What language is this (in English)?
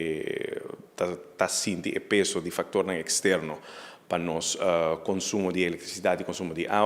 Papiamento